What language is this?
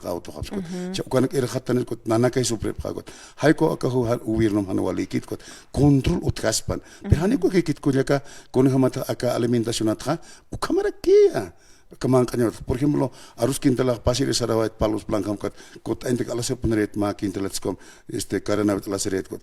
Aymara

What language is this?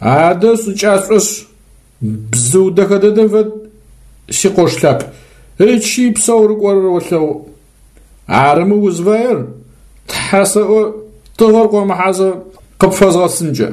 Adyghe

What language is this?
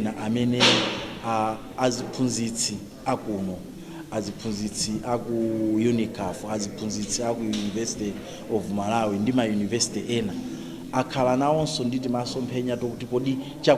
Nyanja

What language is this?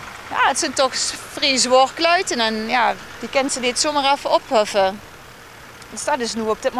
Limburgish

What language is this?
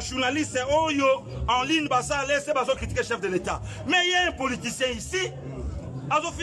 Lingala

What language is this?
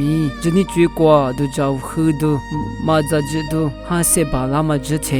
Lisu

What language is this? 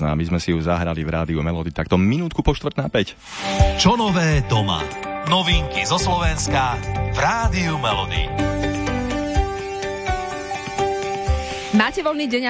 Slovak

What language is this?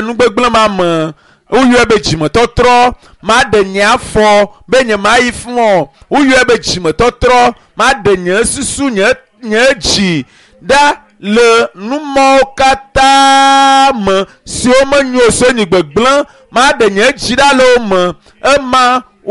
Ewe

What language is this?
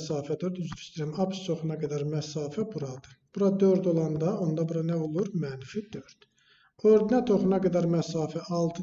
Azerbaijani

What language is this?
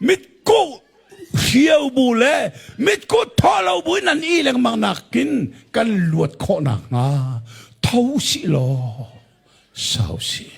Hakha Chin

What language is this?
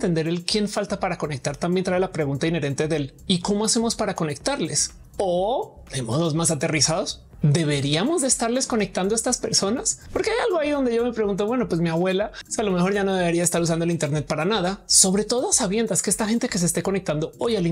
Spanish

